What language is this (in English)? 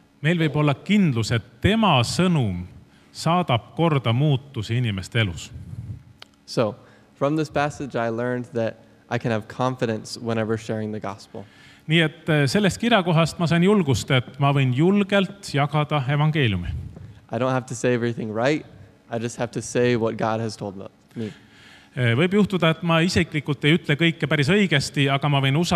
Estonian